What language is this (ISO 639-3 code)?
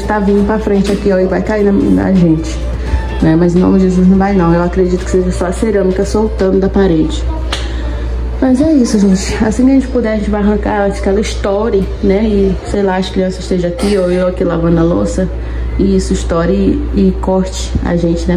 por